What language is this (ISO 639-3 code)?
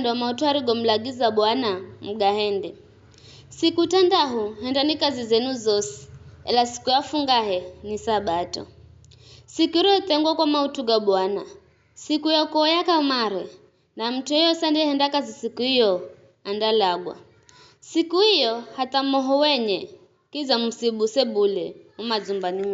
nyf